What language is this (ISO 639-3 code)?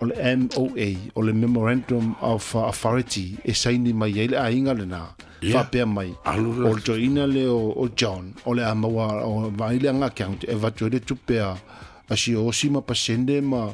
smo